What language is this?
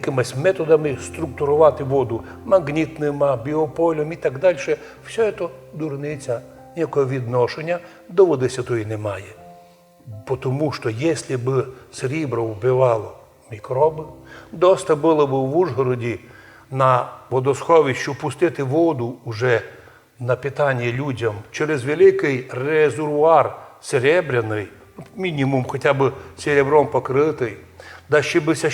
Rusyn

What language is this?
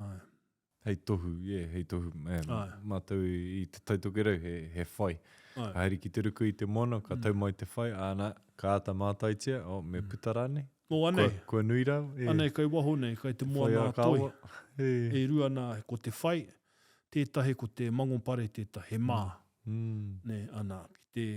Māori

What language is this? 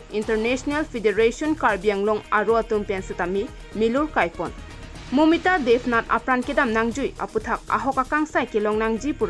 Karbi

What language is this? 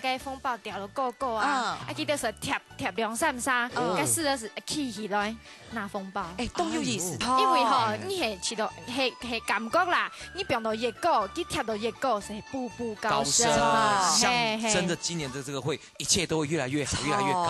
Hakka Chinese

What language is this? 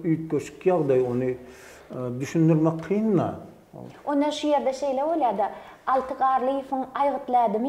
Turkmen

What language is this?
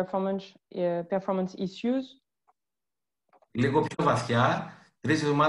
Greek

